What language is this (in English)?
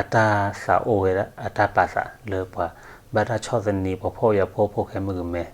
S'gaw Karen